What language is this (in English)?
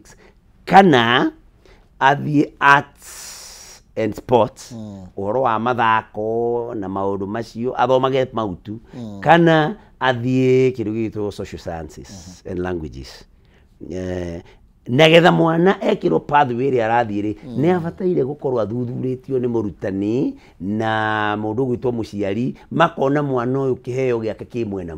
Kikuyu